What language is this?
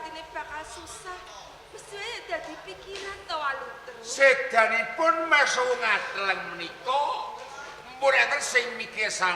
Javanese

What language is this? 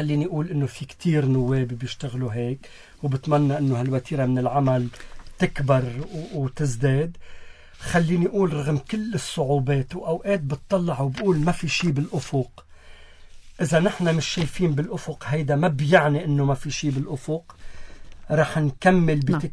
North Levantine Arabic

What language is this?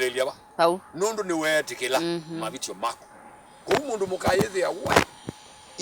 Kamba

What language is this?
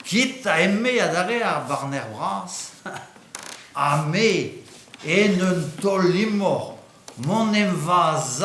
Breton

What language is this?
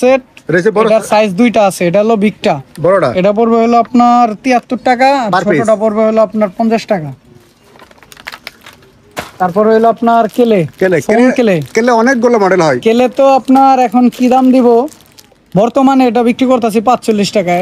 Bangla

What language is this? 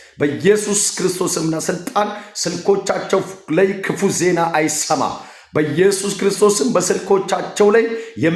Amharic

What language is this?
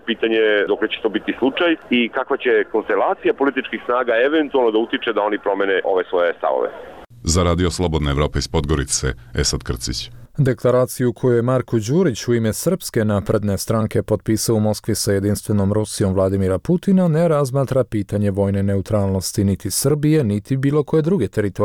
Serbian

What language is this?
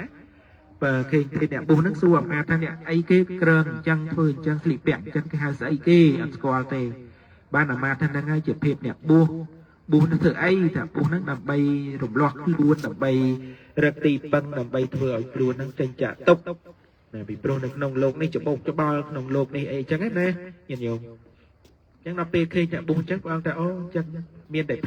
Khmer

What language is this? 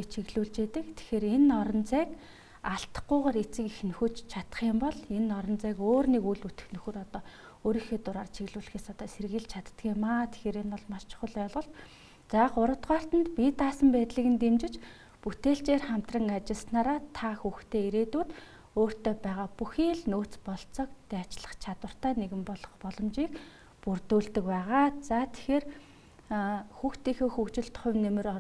Mongolian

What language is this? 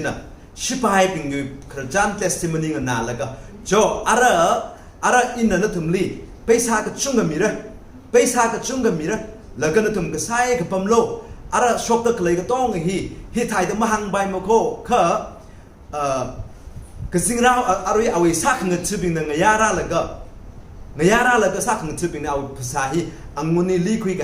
Tangkhul Naga (India)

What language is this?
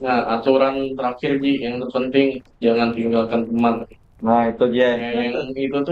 Banjar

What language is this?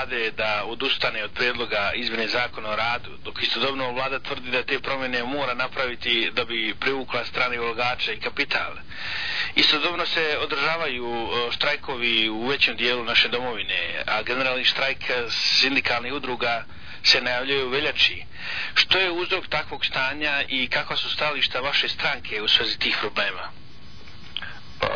Croatian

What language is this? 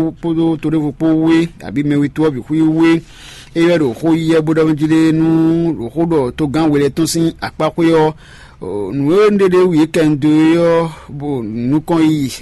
Fon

